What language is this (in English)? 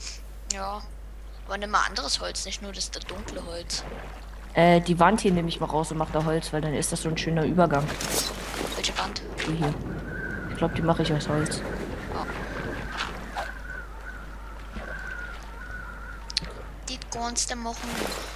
German